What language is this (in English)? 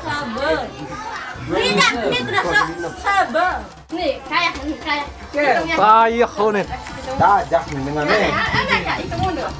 Sasak